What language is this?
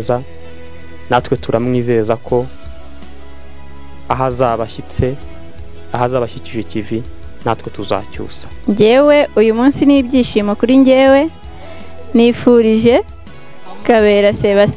Kinyarwanda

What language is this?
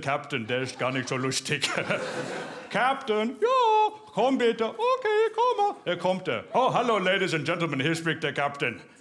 Swiss German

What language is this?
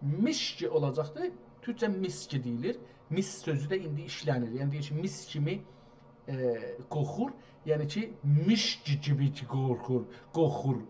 South Azerbaijani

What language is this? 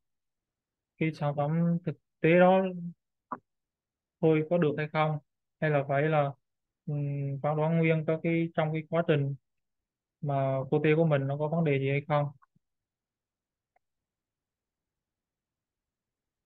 Vietnamese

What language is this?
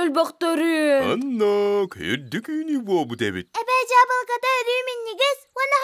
Yakut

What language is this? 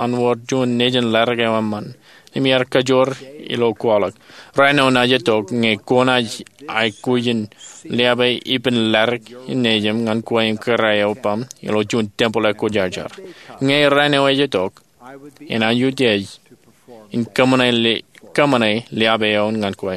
Marshallese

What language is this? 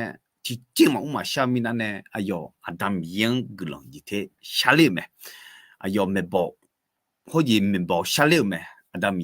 Akha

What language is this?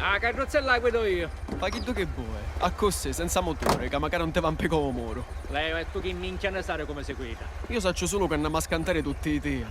Sicilian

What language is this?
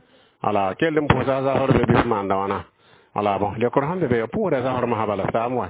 Mossi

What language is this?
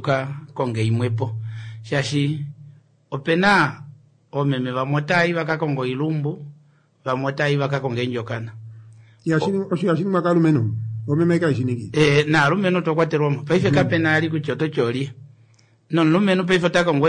Kuanyama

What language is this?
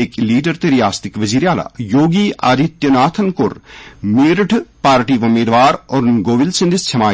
Kashmiri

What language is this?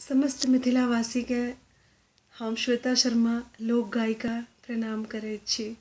Maithili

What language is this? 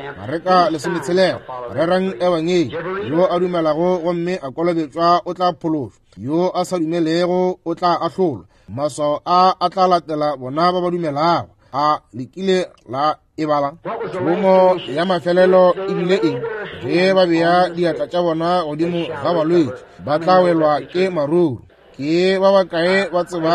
Northern Sotho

